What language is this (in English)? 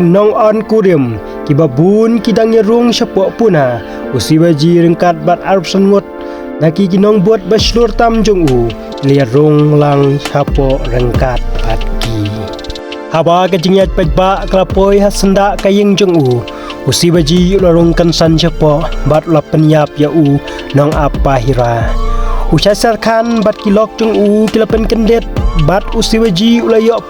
Khasi